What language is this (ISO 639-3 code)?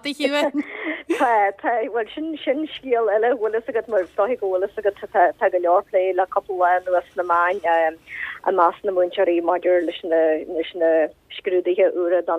gle